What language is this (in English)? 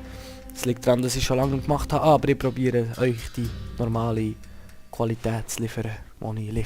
Swiss German